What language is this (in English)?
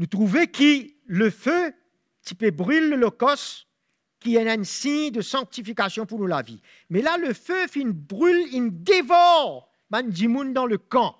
Morisyen